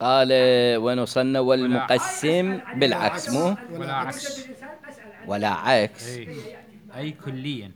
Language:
Mesopotamian Arabic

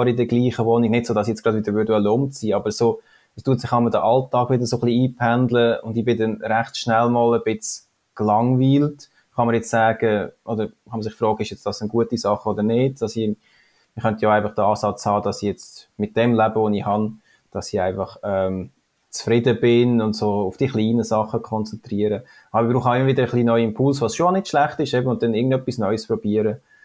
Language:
Swiss German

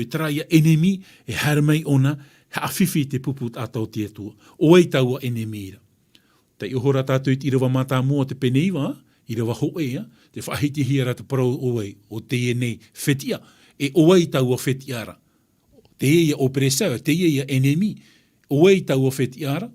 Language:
Tahitian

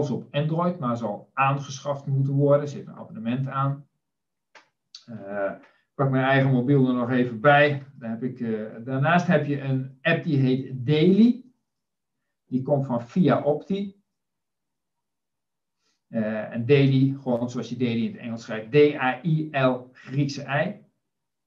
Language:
Dutch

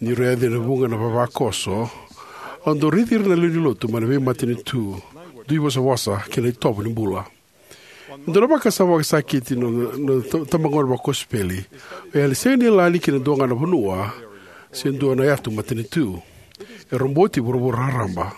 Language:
Fijian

